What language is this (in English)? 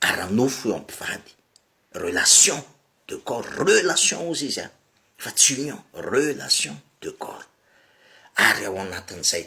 Malagasy